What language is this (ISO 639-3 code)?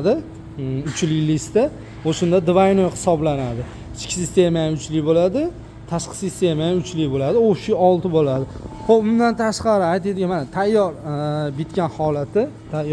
uzb